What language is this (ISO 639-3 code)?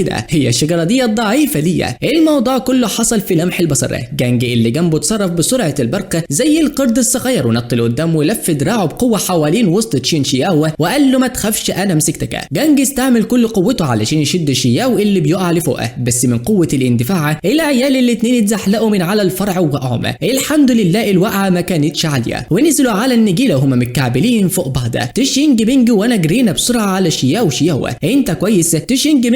arz